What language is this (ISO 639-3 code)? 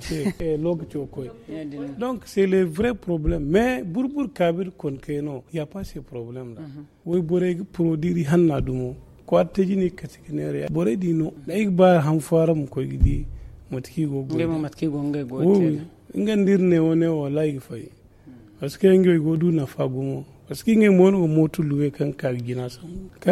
dje